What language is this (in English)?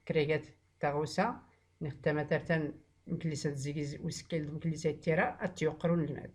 Tachelhit